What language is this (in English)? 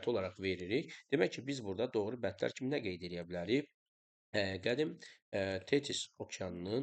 Azerbaijani